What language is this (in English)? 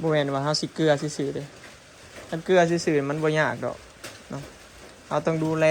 Northeastern Thai